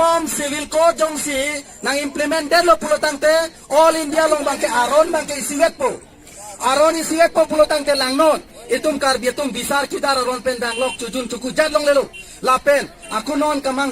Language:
Karbi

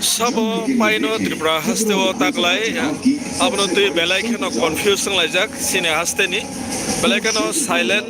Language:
Kok Borok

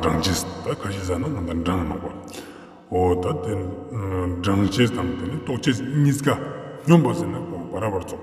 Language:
Tibetan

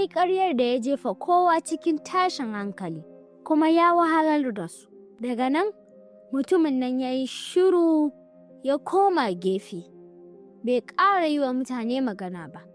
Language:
Hausa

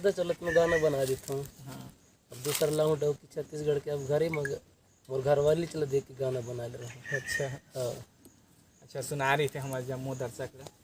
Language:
Chhattisgarhi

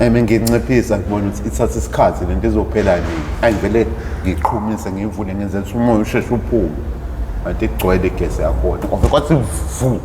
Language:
Zulu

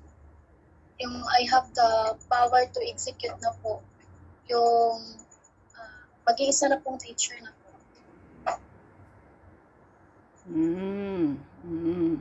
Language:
Filipino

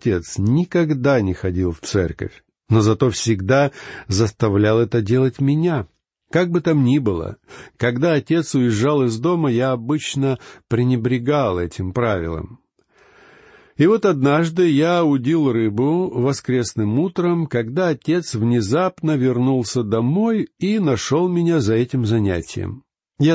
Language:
Russian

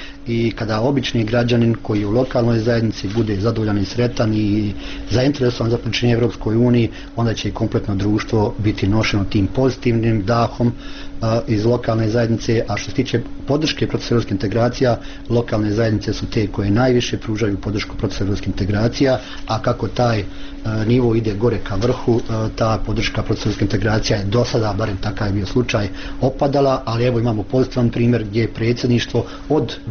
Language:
Bosnian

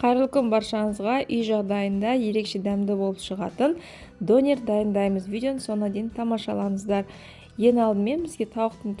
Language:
Kazakh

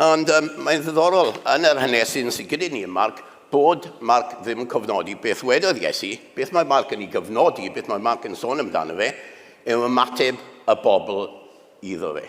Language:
Welsh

